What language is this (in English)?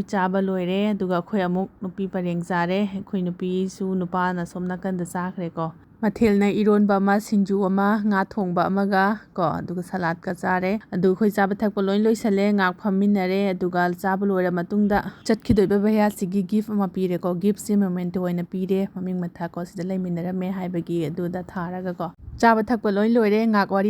Manipuri